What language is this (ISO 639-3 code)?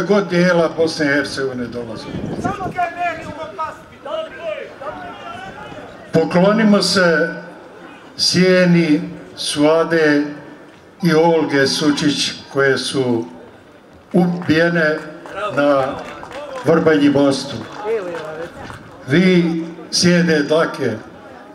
bos